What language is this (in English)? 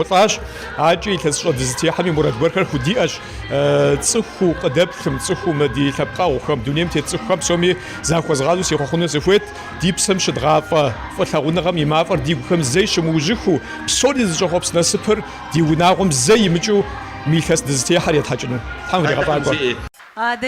Kabardian